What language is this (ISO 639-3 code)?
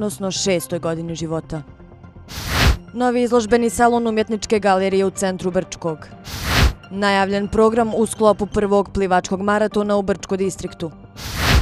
bos